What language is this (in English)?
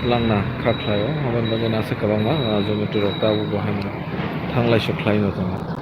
Kok Borok